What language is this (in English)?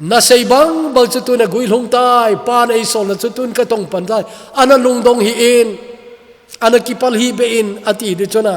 Thado Chin